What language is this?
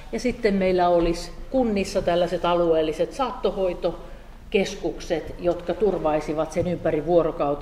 Finnish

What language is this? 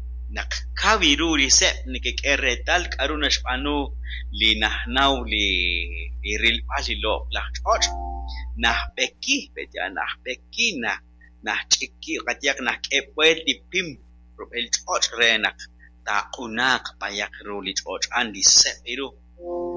Kekchí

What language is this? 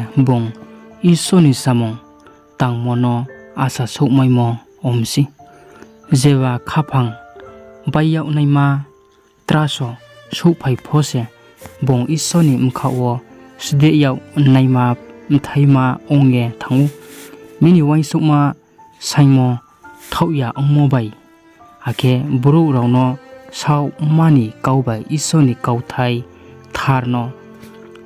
Riang (India)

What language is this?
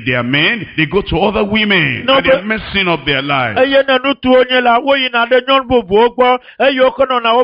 Ewe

